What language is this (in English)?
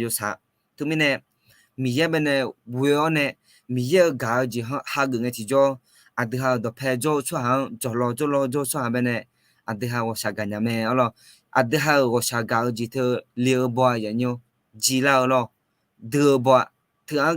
Akha